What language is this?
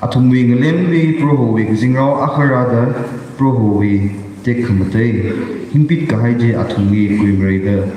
Tangkhul Naga (India)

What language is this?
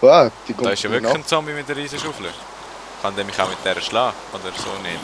Swiss German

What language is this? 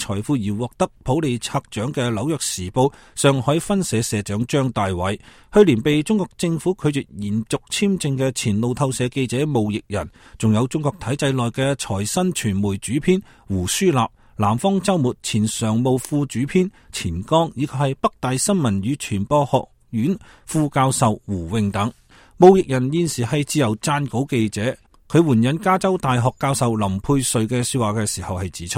Cantonese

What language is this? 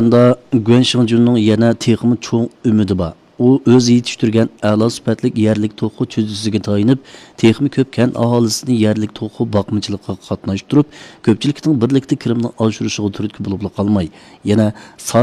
Uyghur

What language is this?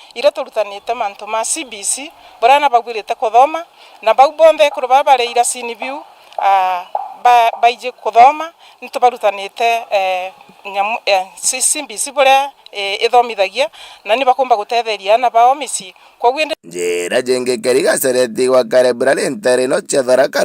Meru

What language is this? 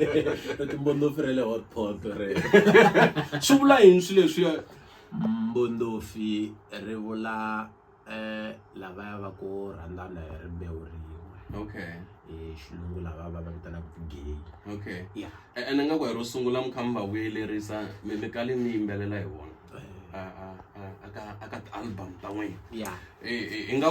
Tsonga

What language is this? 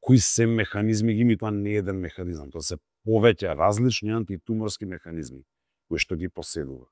Macedonian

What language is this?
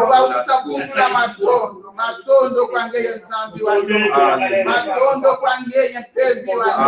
Kongo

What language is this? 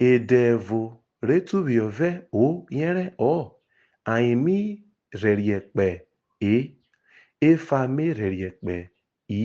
Urhobo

